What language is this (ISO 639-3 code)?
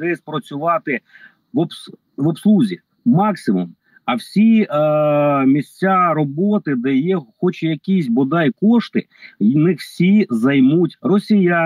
ukr